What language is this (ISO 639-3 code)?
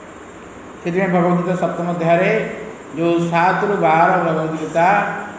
ori